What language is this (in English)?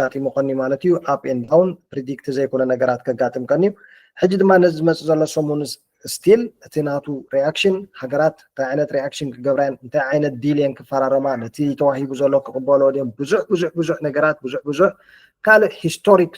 Tigrinya